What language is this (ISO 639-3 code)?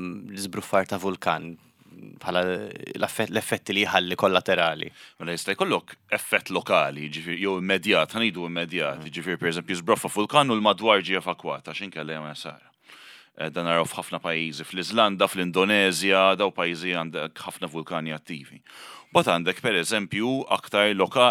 mlt